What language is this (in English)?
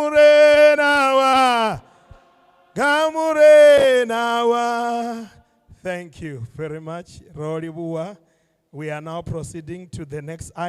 Venda